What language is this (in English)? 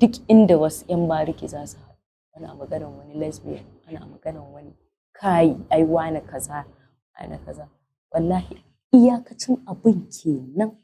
Hausa